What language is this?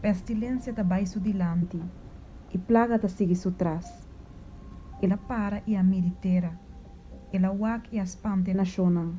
Papiamento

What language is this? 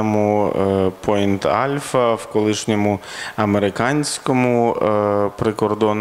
Ukrainian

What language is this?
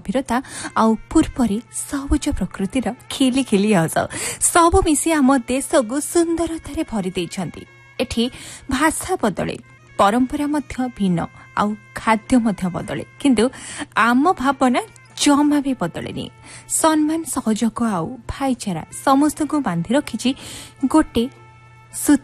Odia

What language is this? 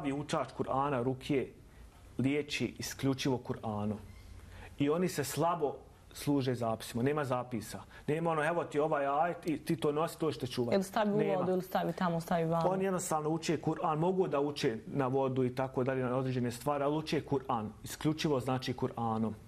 Bosnian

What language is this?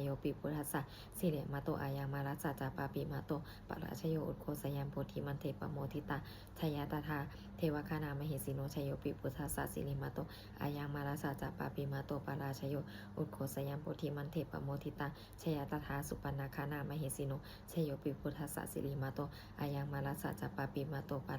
Pali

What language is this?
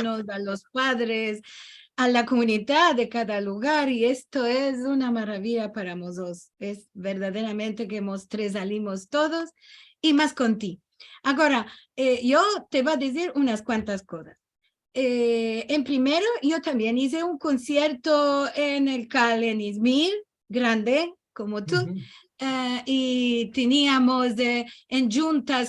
Ladino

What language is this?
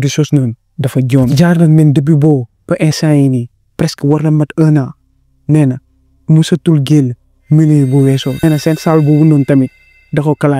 Wolof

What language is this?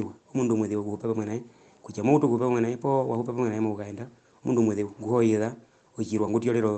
Herero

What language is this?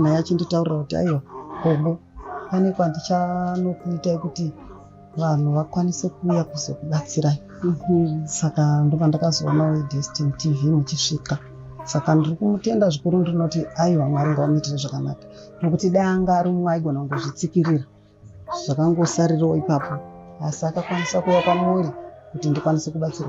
Shona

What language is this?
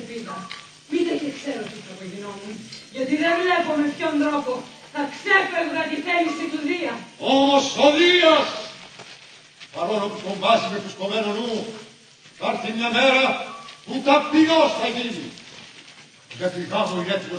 Greek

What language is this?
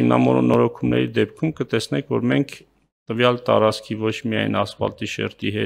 Armenian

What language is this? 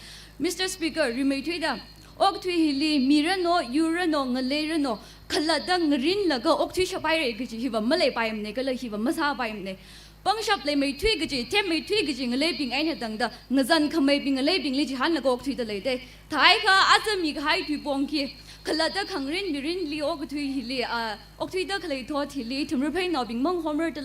Tangkhul Naga (India)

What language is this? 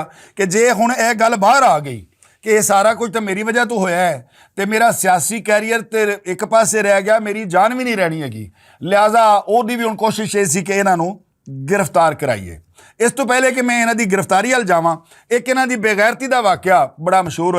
Western Panjabi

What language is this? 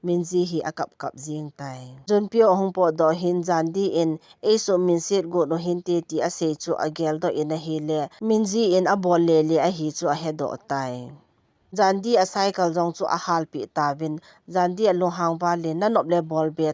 Thado Chin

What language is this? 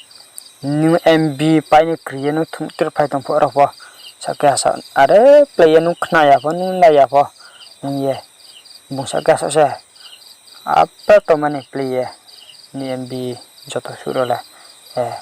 Riang (India)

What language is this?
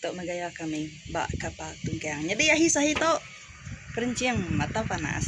Iban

